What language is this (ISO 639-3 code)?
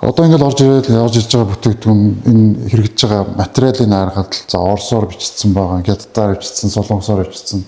mon